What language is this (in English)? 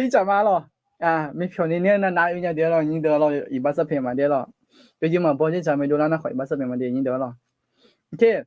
Akha